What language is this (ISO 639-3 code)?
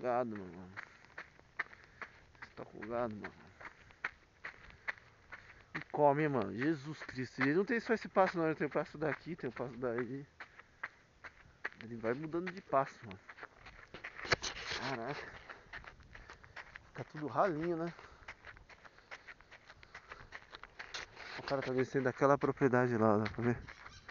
por